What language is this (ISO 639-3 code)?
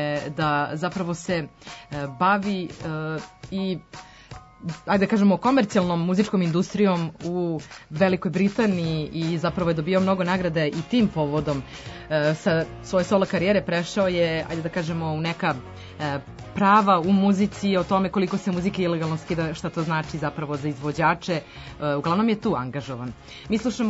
srp